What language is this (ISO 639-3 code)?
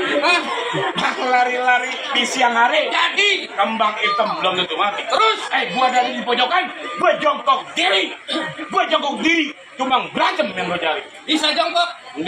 bew